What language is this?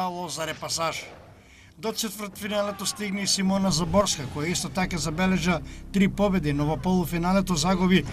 Macedonian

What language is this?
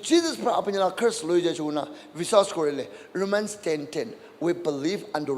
Naga Pidgin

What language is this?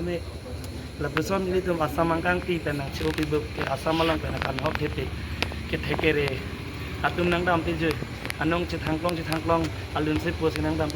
Karbi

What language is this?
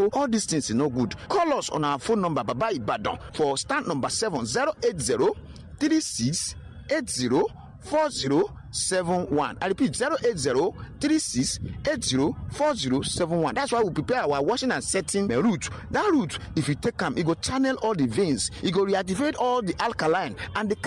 Nigerian Pidgin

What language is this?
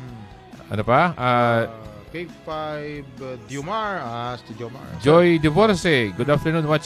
Filipino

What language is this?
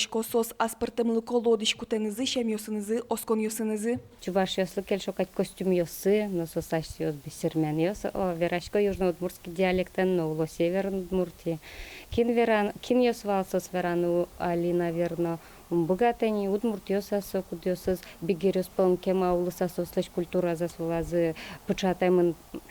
Udmurt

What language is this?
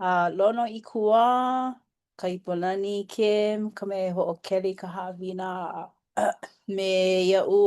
Hawaiian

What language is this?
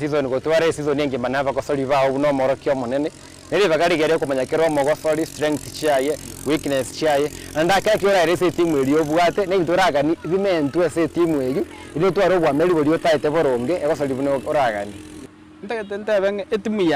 Gusii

